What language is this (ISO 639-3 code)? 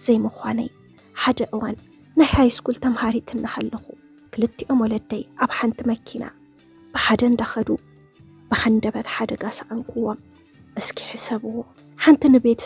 tir